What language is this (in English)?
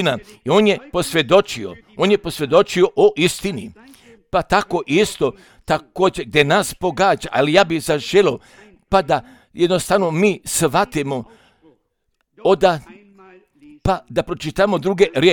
Croatian